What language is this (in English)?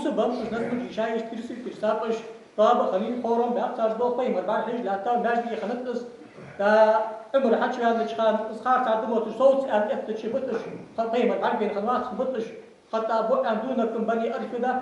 Ingush